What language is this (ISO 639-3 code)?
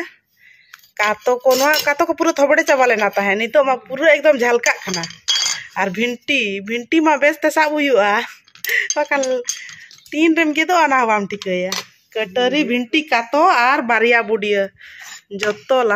sat